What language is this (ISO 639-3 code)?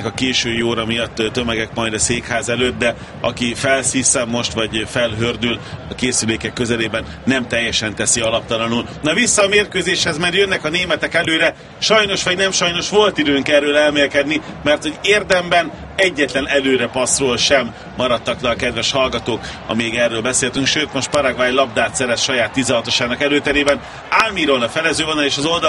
hun